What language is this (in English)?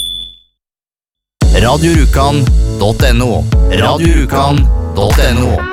Norwegian